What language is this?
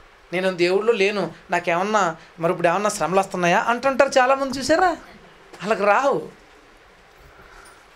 Telugu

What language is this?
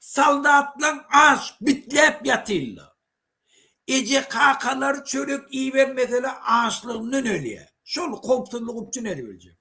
Turkmen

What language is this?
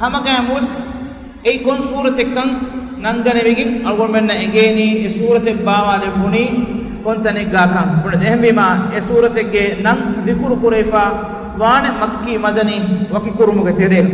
Divehi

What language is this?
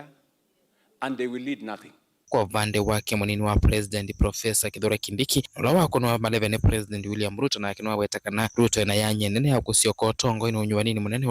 Kamba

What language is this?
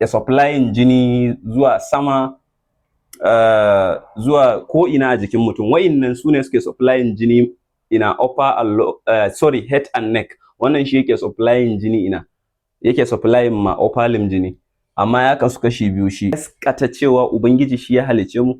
Hausa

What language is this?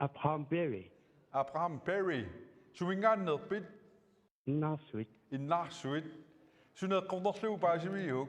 Kalaallisut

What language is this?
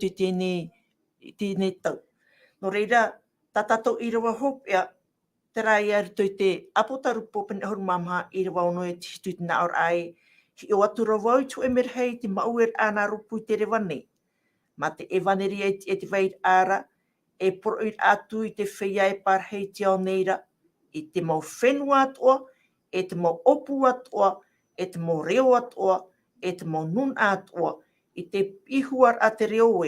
Tahitian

